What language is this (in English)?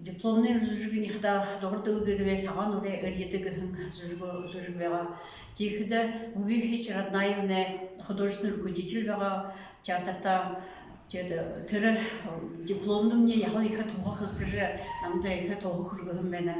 Buriat